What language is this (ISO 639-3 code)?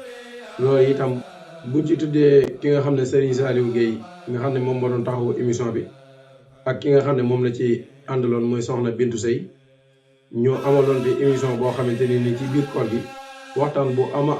wol